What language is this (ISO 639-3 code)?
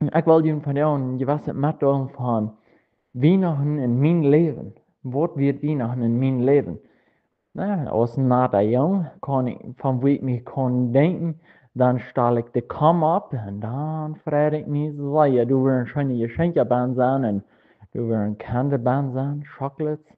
pdt